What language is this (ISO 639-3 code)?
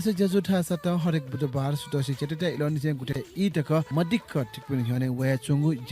new